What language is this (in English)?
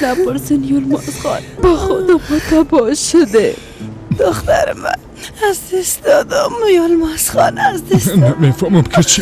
Persian